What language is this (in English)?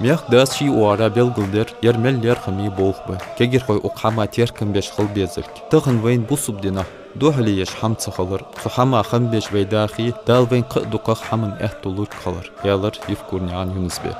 Ingush